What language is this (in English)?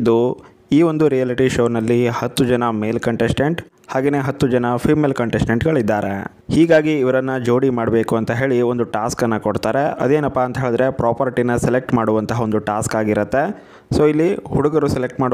Kannada